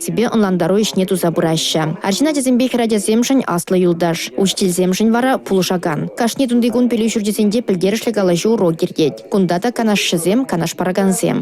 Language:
Chuvash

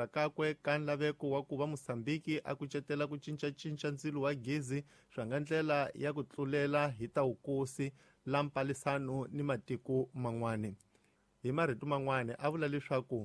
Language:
Tsonga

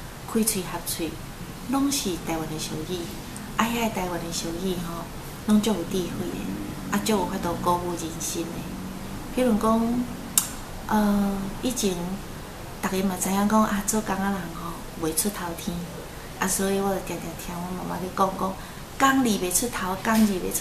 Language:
Min Nan Chinese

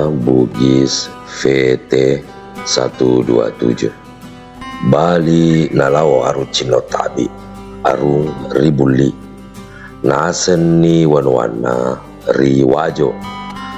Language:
Buginese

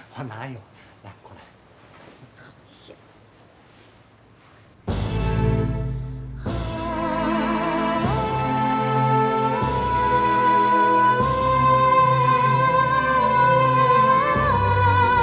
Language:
Chinese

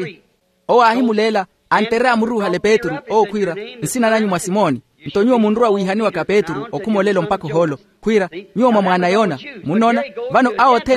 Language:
Makhuwa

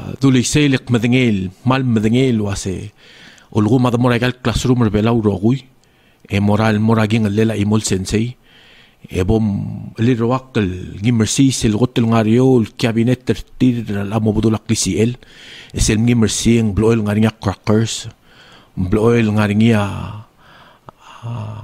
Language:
Palauan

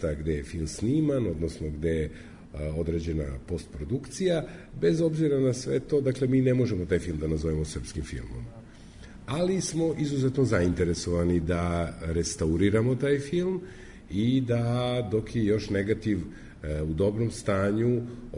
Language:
Serbian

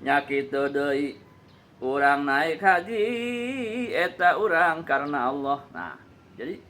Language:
Sundanese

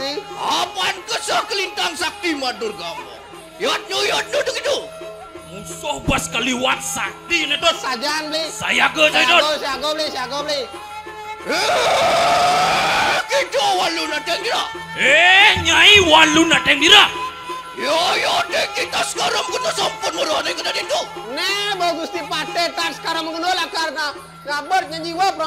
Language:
Balinese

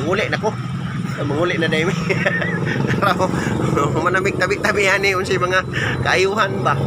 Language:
Cebuano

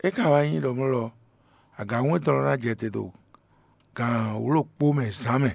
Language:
Fon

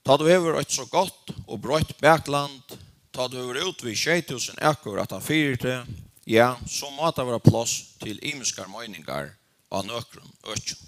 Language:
Faroese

